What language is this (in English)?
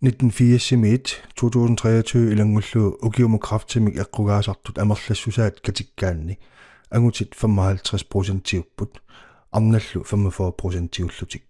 Kalaallisut